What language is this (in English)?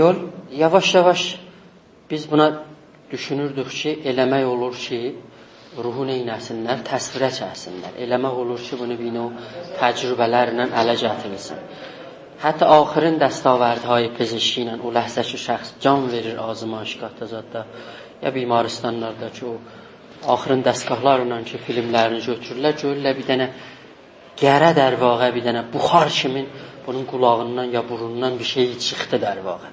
South Azerbaijani